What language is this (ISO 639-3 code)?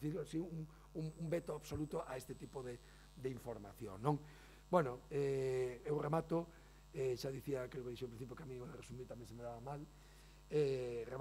glg